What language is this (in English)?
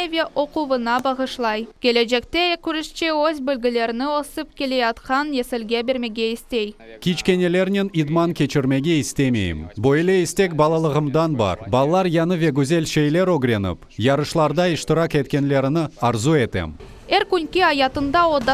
Crimean Tatar